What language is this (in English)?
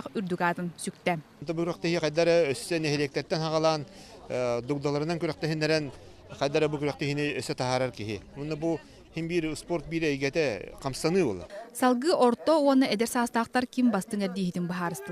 Yakut